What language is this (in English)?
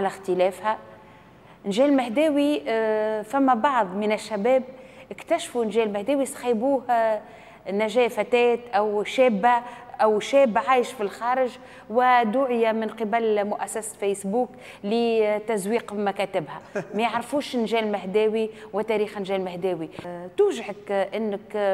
Tunisian Arabic